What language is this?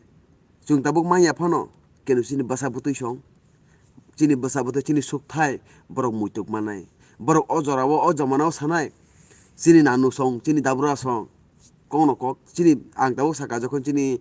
Kok Borok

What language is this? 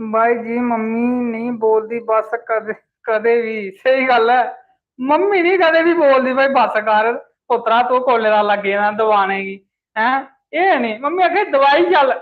Dogri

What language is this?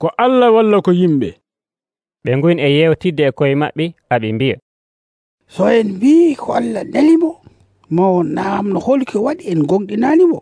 Nigerian Fulfulde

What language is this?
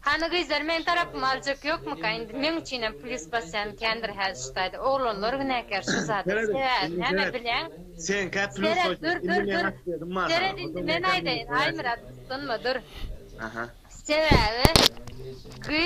Turkmen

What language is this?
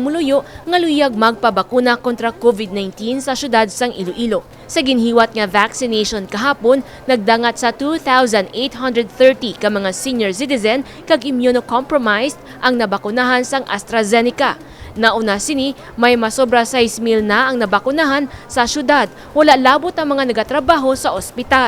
Hiligaynon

